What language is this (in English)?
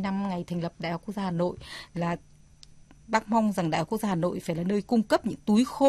Vietnamese